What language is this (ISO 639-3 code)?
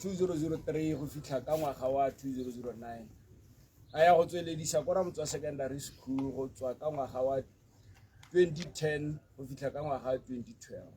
tsn